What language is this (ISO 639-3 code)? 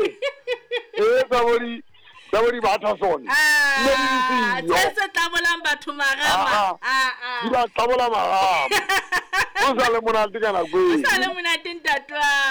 sot